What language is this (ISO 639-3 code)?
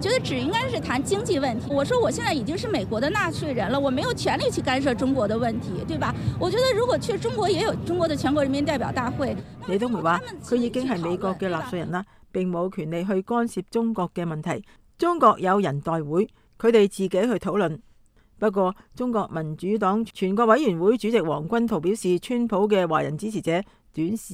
yue